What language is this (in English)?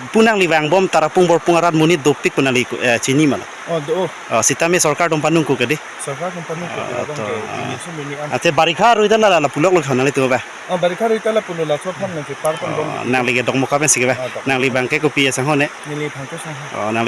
Karbi